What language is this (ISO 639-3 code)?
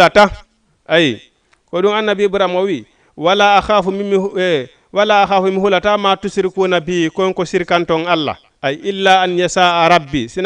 ful